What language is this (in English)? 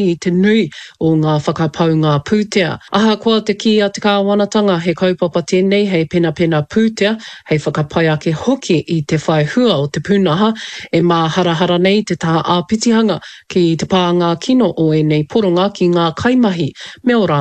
Māori